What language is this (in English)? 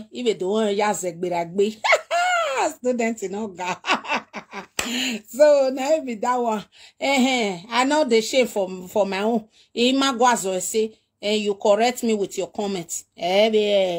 Nigerian Pidgin